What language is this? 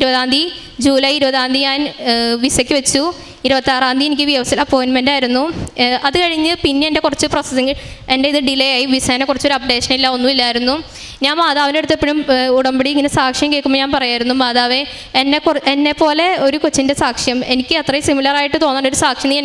Malayalam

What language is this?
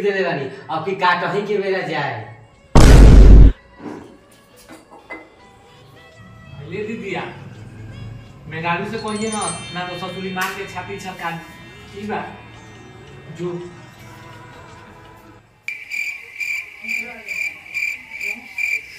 Bhojpuri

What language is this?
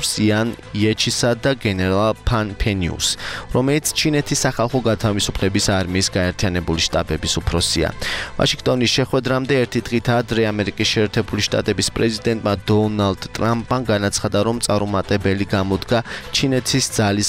Georgian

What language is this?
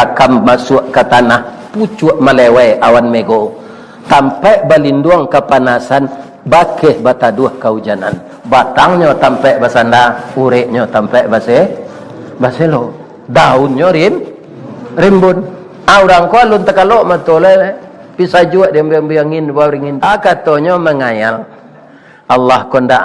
Minangkabau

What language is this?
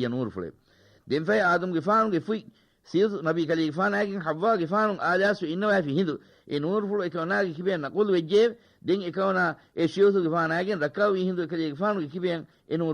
Divehi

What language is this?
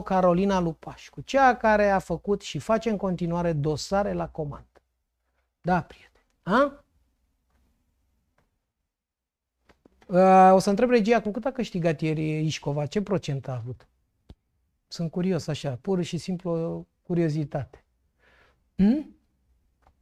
Romanian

